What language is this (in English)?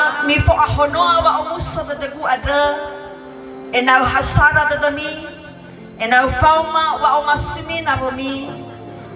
Nias